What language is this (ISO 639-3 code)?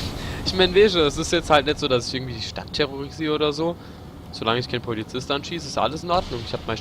pfl